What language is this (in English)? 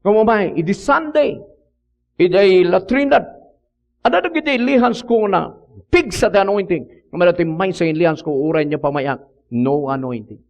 Iloko